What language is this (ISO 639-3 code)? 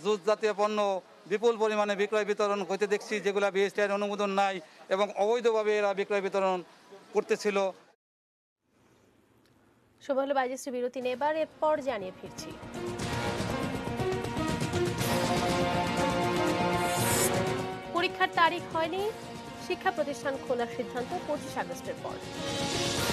ben